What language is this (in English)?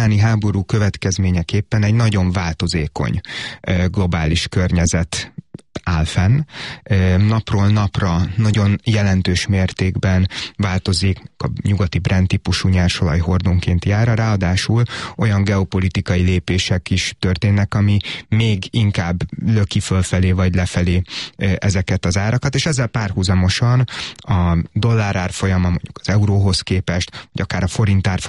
Hungarian